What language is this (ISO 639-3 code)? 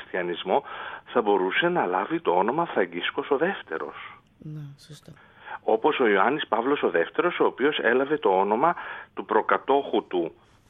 ell